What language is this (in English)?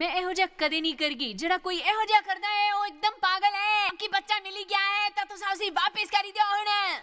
Dogri